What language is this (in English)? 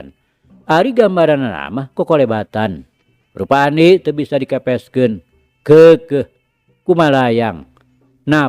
Sundanese